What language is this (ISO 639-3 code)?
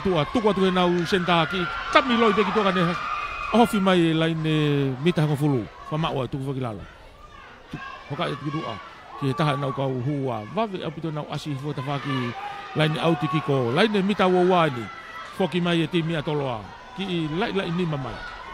ton